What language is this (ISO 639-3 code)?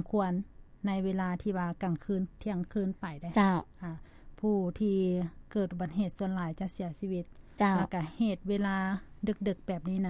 lao